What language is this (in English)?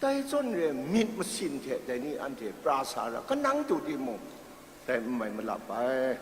Kachin